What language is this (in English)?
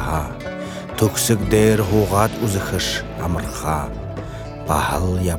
Buriat